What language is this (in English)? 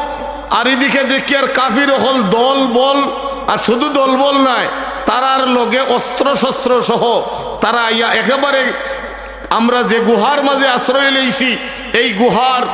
Sylheti